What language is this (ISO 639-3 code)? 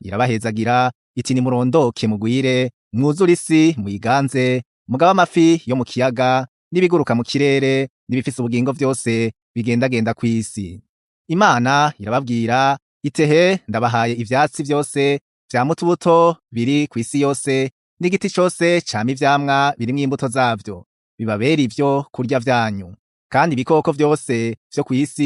run